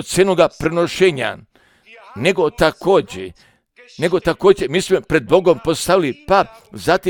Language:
Croatian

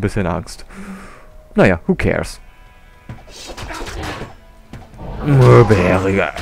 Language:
German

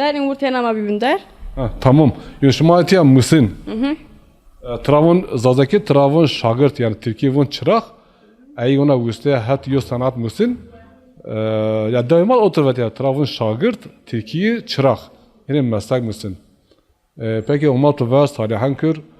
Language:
Zaza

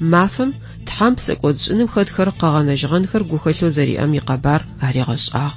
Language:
Adyghe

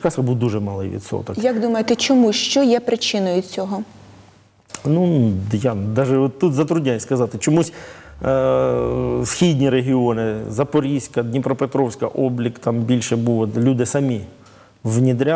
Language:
Ukrainian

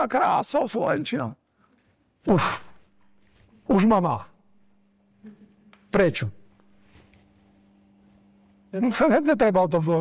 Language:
Slovak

